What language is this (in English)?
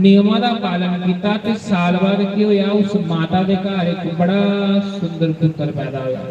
Dogri